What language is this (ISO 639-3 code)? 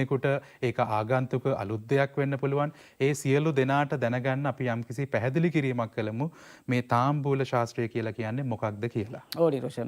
sin